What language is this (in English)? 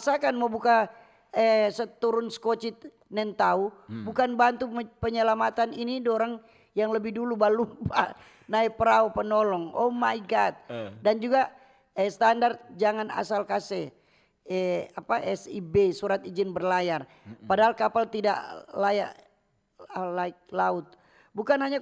Manado Malay